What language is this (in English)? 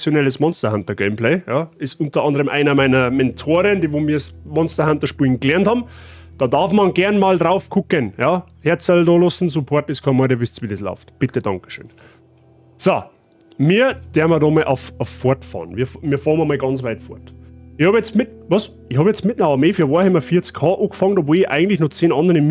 Bavarian